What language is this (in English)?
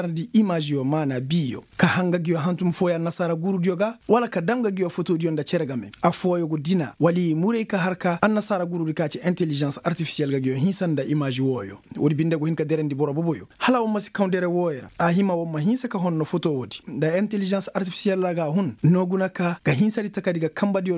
Koyraboro Senni